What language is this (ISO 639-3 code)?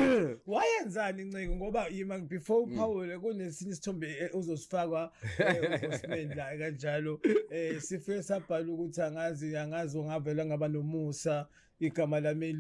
zul